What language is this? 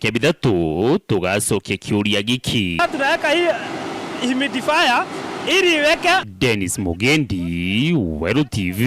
Meru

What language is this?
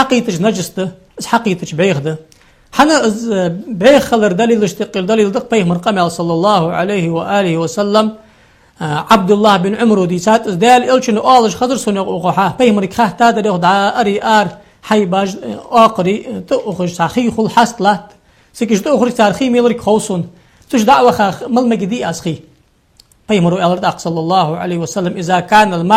Ingush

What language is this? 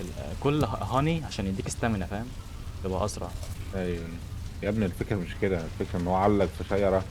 Egyptian Arabic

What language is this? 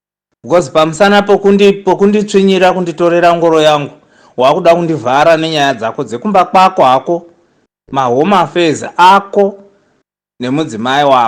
Shona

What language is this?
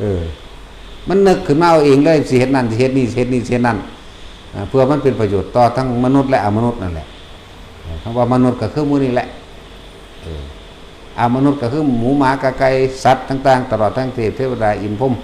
Northeastern Thai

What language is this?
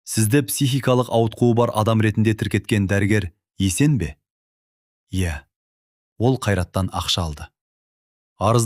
Kazakh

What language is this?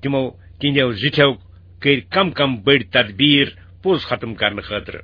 Kashmiri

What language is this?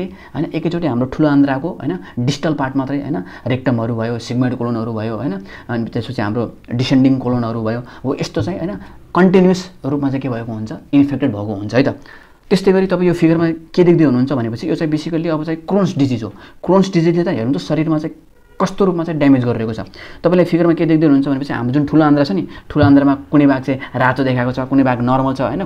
Nepali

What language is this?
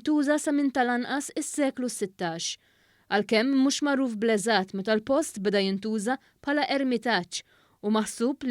Maltese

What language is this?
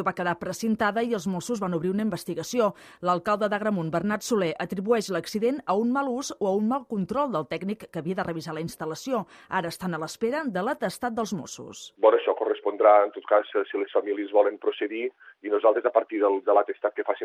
Catalan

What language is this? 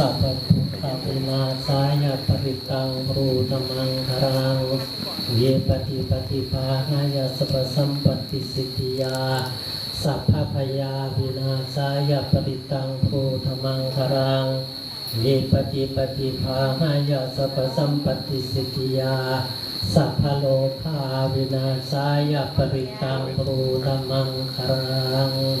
Pali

